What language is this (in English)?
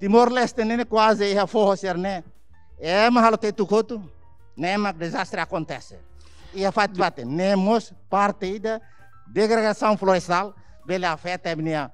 Tetum